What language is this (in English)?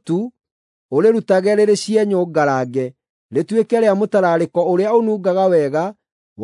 Kikuyu